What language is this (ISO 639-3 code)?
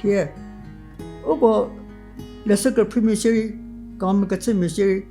njm